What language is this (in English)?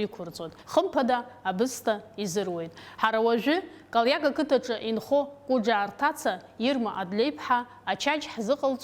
Abkhazian